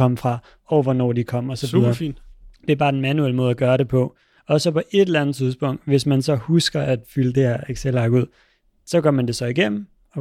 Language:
Danish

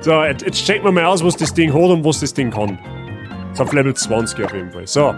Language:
Bavarian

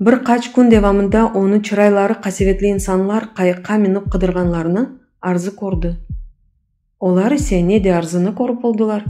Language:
Crimean Tatar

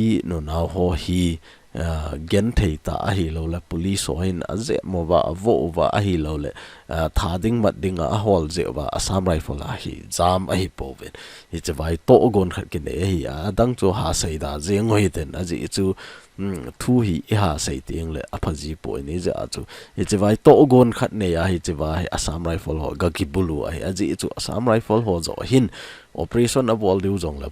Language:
Thado Chin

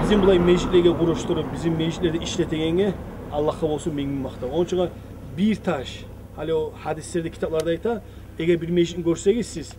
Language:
Kumyk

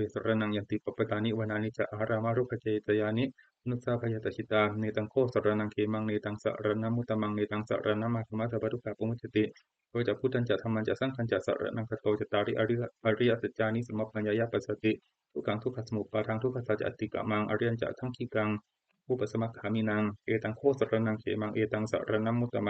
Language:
Pali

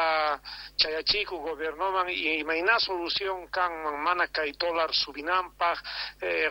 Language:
South Bolivian Quechua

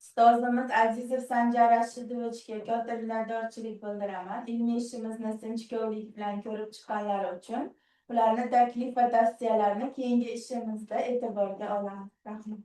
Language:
Uzbek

